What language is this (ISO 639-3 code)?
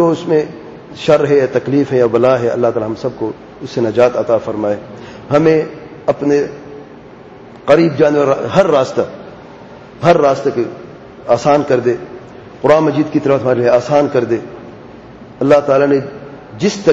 urd